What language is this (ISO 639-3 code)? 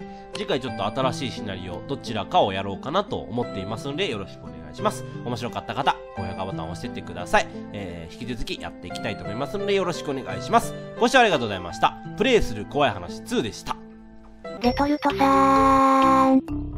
jpn